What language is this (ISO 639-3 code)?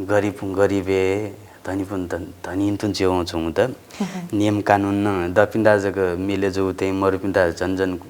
new